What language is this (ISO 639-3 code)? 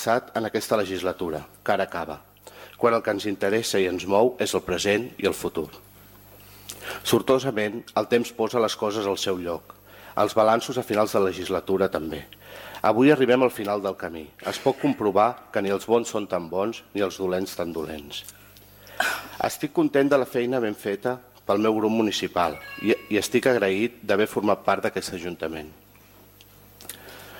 cat